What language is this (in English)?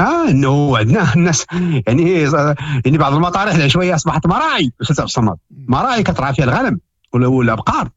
Moroccan Arabic